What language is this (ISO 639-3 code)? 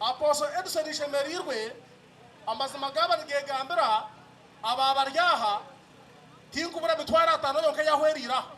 nyn